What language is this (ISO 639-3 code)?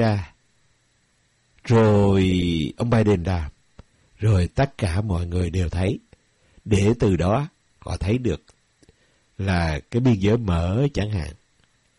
vie